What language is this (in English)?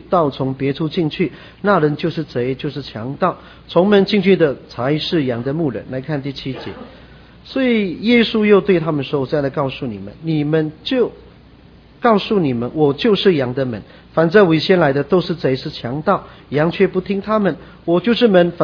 Chinese